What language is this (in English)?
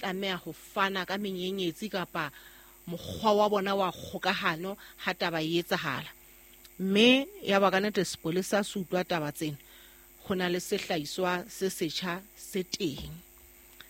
Southern Sotho